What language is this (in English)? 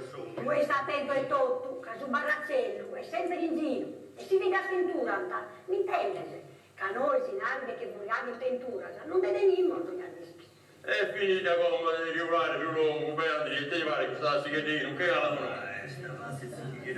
Sardinian